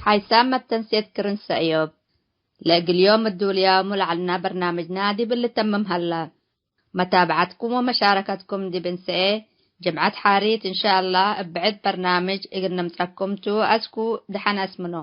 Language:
Tigre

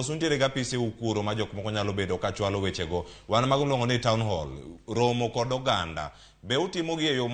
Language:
Luo (Kenya and Tanzania)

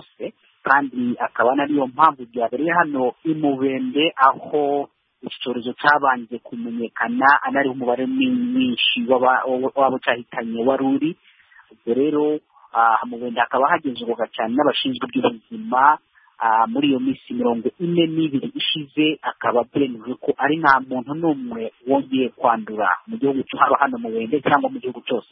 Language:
Kinyarwanda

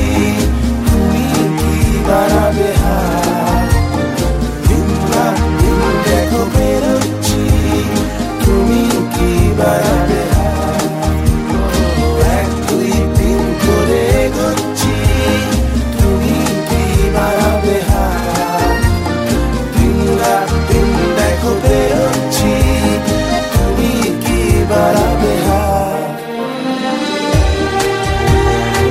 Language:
Bangla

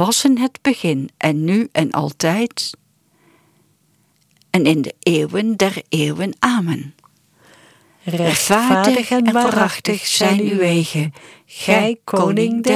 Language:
Dutch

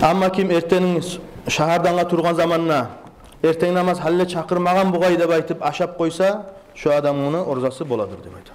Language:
Kumyk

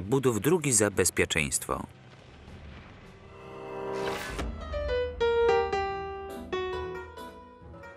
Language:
Polish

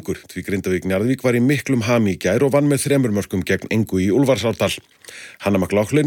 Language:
Icelandic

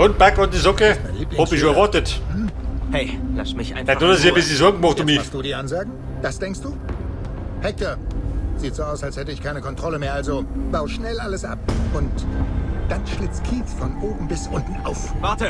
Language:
Bavarian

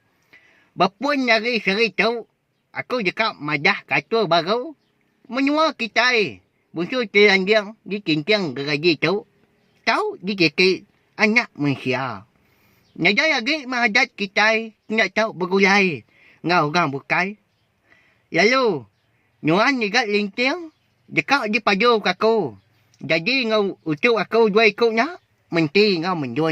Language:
Iban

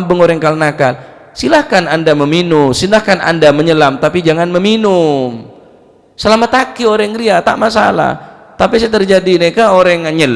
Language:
Madurese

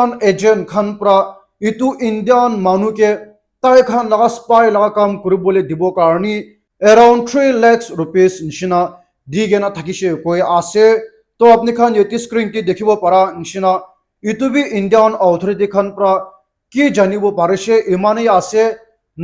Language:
Naga Pidgin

